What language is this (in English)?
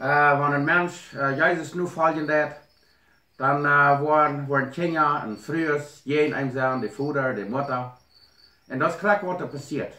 Plautdietsch